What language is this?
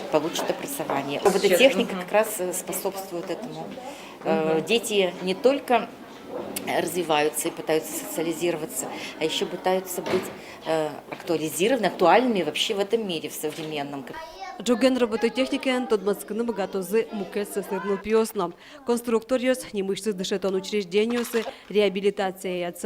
Udmurt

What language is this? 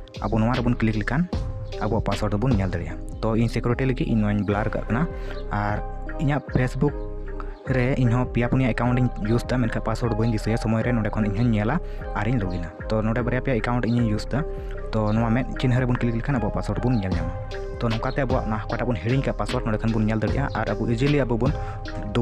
Santali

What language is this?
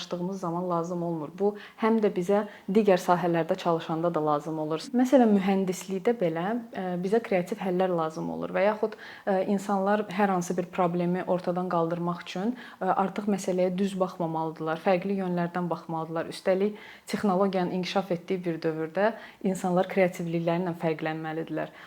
Azerbaijani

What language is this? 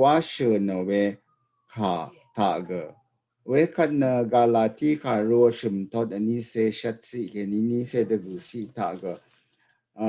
Rawang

